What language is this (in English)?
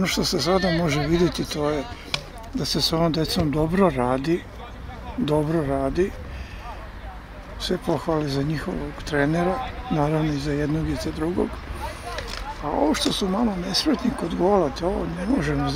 Serbian